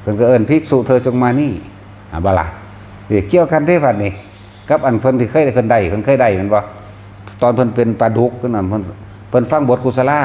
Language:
Northeastern Thai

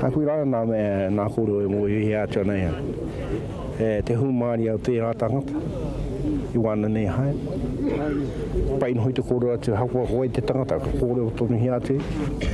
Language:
Māori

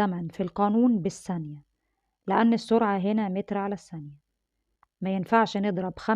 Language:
Egyptian Arabic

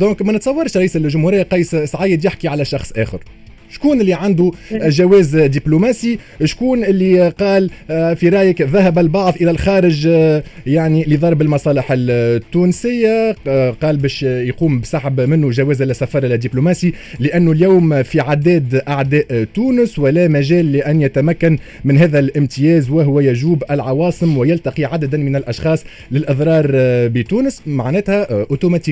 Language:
Tunisian Arabic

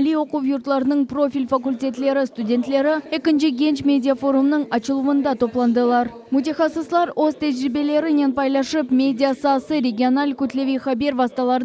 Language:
Crimean Tatar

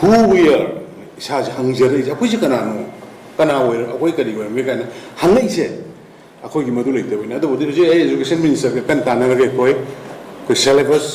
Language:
Manipuri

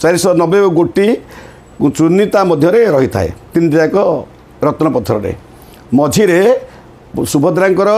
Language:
Odia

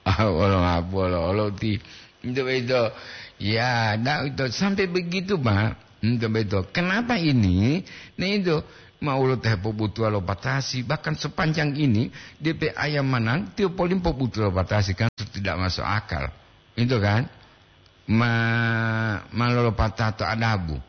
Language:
Gorontalo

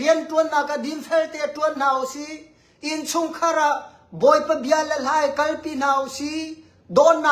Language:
Hakha Chin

